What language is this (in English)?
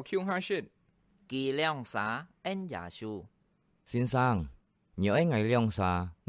Hakka Chinese